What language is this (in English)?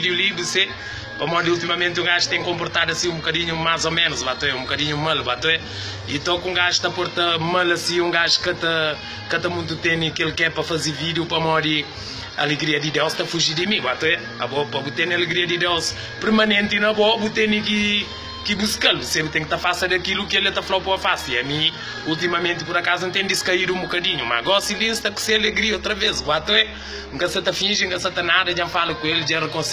Kabuverdianu